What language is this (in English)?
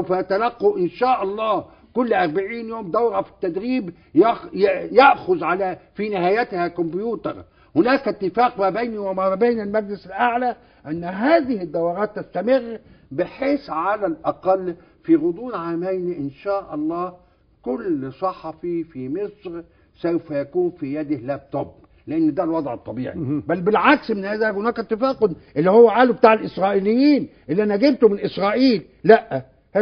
Egyptian Arabic